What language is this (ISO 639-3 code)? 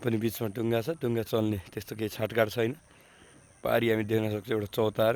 nep